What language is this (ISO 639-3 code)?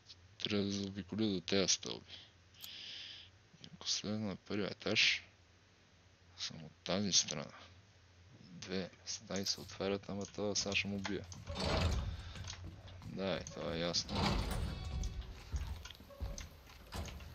bul